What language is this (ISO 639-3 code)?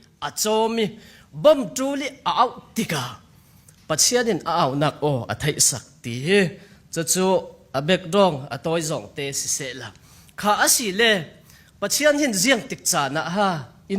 cfm